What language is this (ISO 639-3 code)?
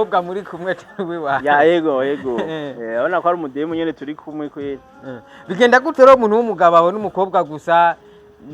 run